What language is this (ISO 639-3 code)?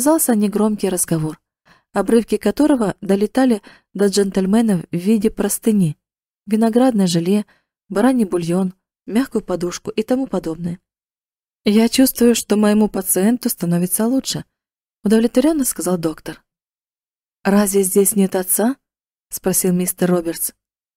rus